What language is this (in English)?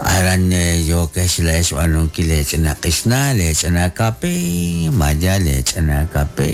Kekchí